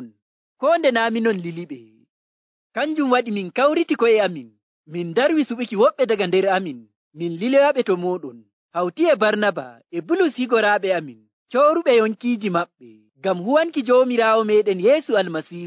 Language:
Nigerian Fulfulde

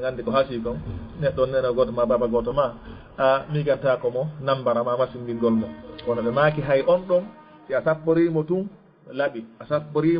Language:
Fula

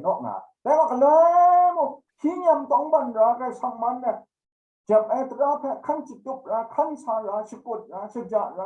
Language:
Kachin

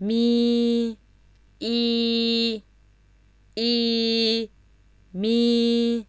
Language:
Zaiwa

